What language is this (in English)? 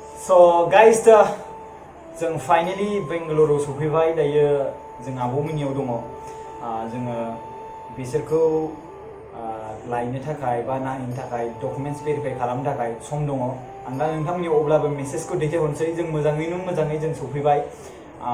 Bodo